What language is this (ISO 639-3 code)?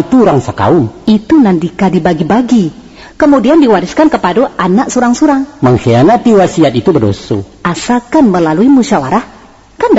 min